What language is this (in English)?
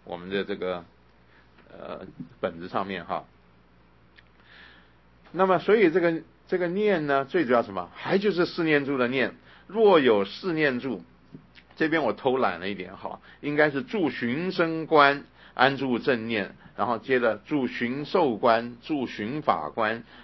Chinese